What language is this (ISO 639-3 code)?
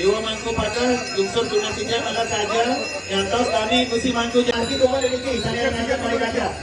ban